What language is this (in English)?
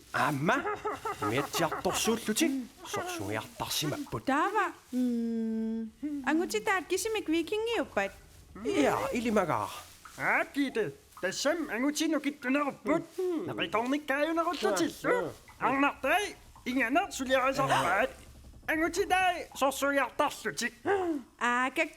Kalaallisut